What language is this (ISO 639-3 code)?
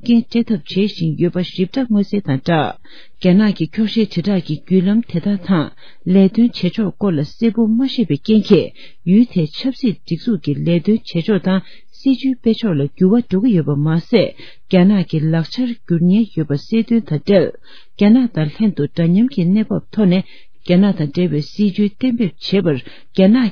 bod